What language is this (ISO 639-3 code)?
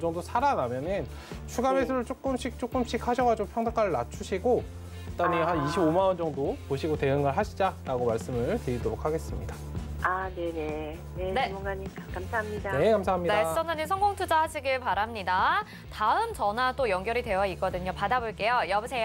kor